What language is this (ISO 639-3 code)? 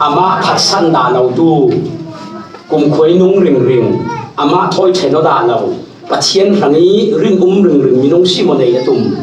cfm